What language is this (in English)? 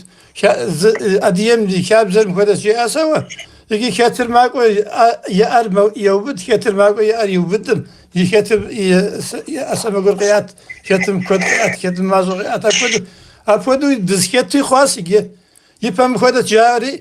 Kabardian